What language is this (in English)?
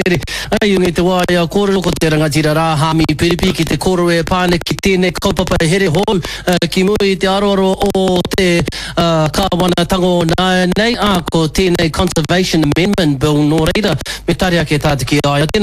Māori